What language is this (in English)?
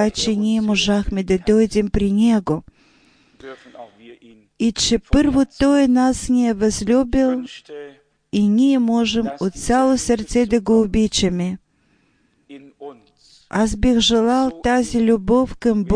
Bulgarian